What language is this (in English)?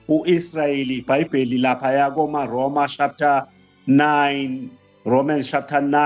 Zulu